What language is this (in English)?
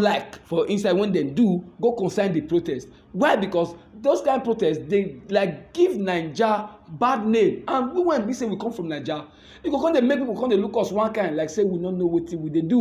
Nigerian Pidgin